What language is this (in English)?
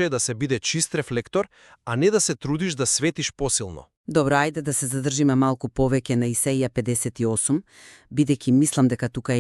Macedonian